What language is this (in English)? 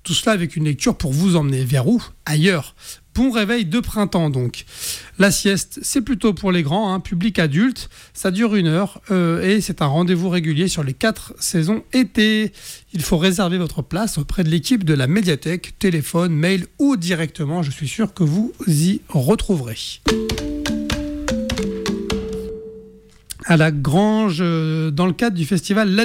French